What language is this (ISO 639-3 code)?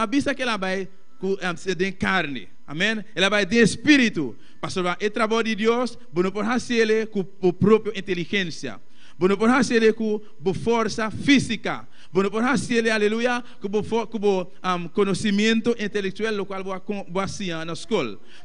pap